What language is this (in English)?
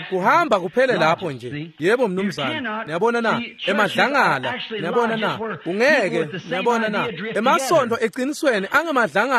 Swati